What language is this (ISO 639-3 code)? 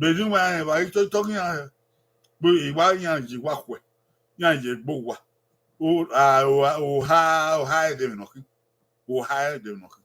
bin